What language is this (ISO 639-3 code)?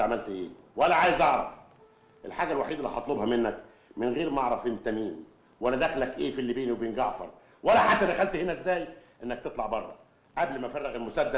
arz